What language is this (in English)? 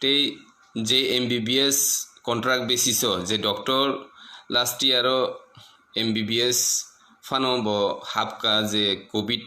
Kok Borok